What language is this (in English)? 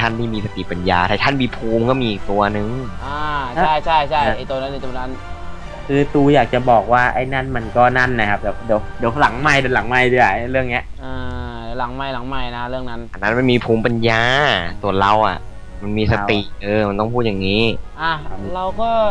Thai